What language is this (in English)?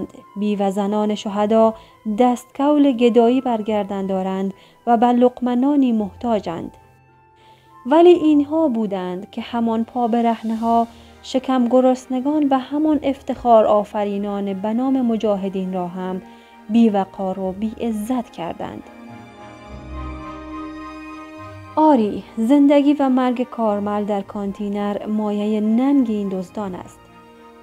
Persian